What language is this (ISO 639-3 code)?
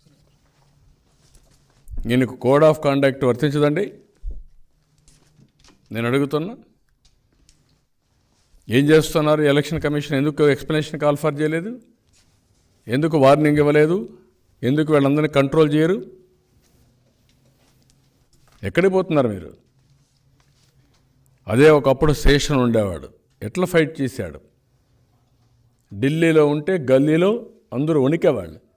tel